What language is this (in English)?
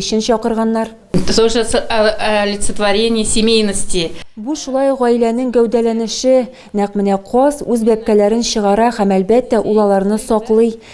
Tatar